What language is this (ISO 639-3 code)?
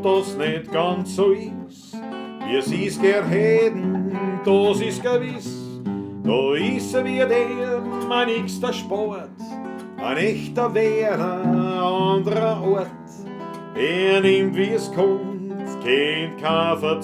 bar